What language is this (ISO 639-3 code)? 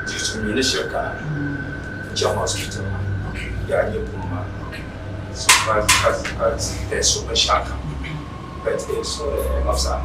dag